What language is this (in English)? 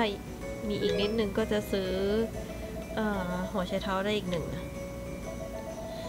Thai